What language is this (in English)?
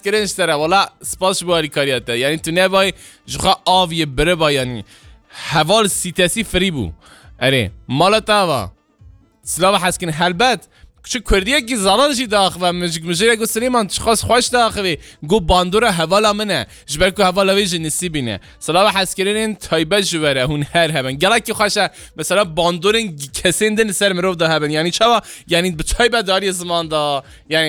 Kurdish